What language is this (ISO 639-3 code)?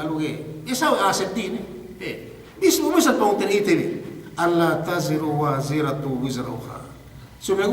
yka